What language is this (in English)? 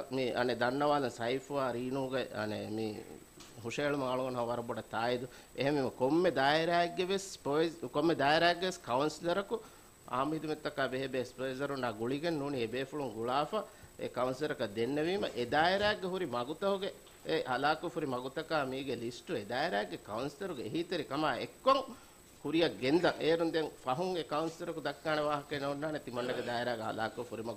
Divehi